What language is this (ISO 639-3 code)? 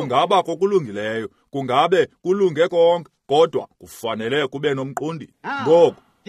xho